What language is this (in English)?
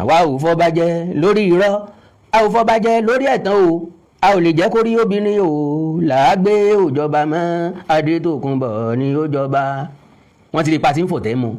Yoruba